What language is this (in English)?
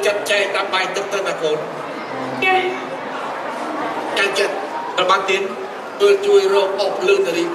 Khmer